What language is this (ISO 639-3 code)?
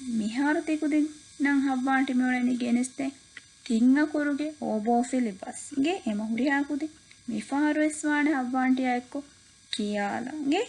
div